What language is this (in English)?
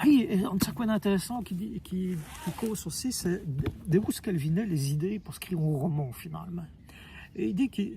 Walloon